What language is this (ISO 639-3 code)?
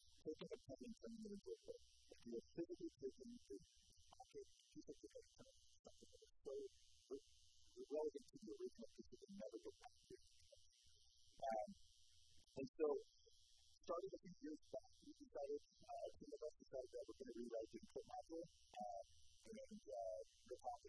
eng